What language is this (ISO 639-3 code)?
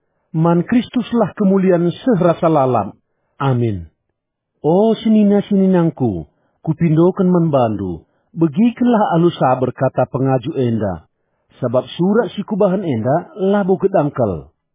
btx